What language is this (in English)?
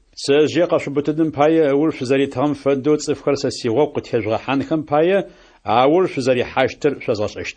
Adyghe